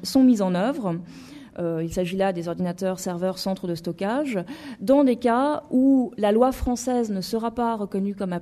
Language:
French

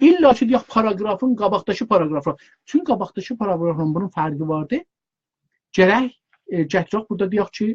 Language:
South Azerbaijani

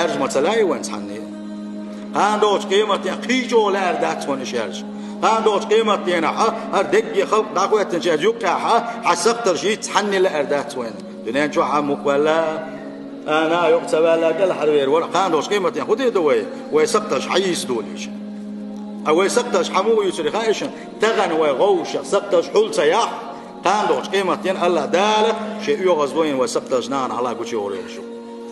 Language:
Chechen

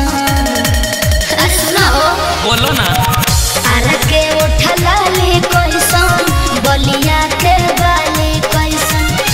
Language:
Bhojpuri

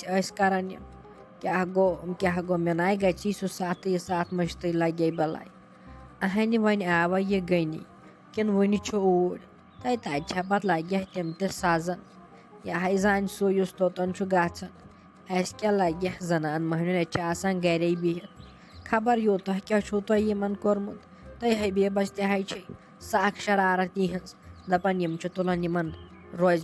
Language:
Kashmiri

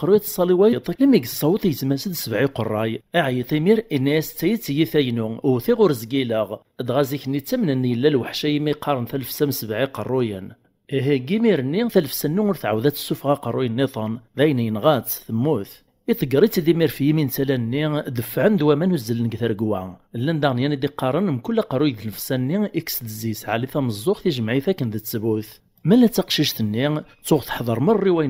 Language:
Kabyle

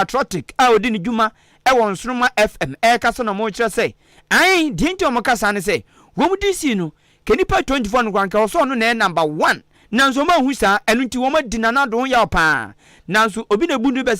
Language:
Akan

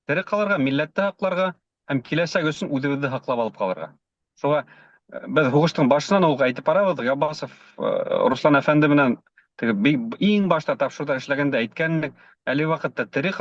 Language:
Bashkir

